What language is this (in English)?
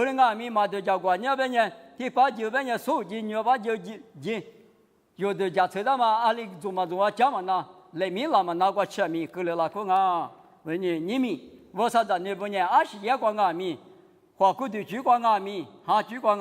Lisu